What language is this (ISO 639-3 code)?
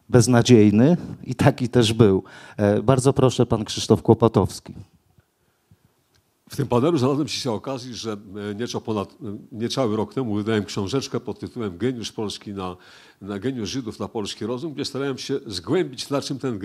pol